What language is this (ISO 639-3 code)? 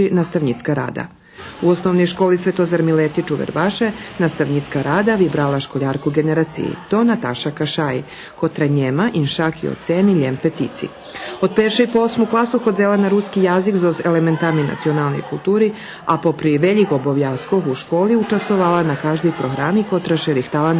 rue